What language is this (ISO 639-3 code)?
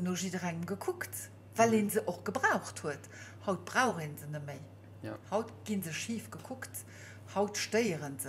ltz